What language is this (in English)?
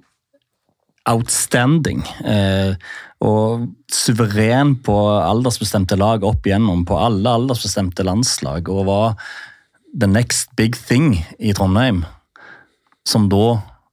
Norwegian